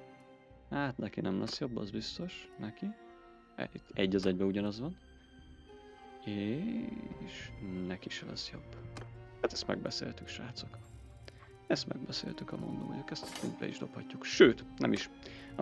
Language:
Hungarian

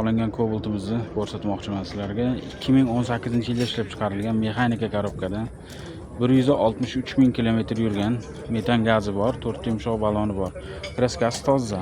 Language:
Uzbek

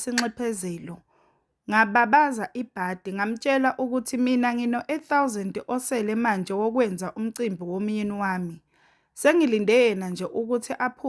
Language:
Zulu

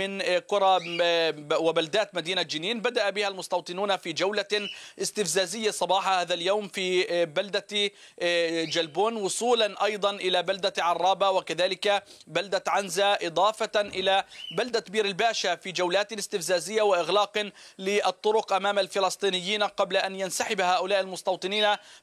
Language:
Arabic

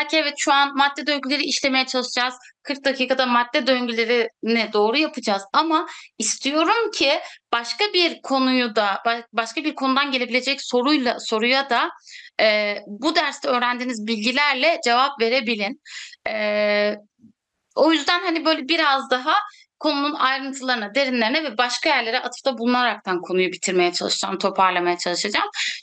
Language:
Turkish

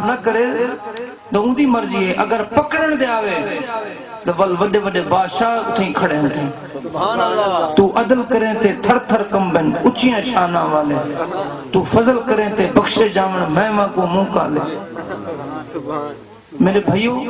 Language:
Saraiki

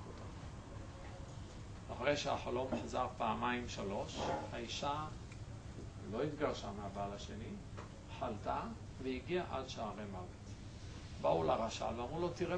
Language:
Hebrew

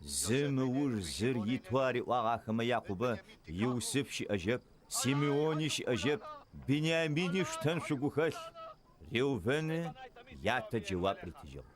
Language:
Adyghe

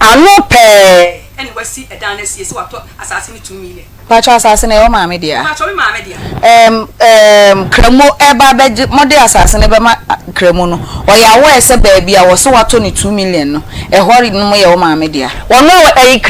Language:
Akan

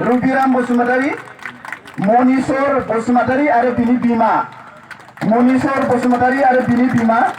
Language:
Bodo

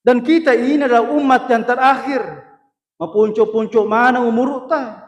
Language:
Buginese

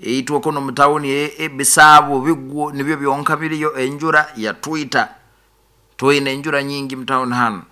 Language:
Nyoro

